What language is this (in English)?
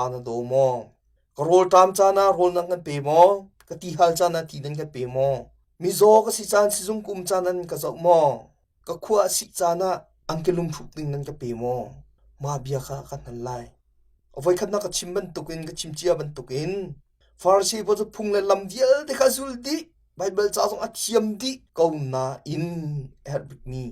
Hakha Chin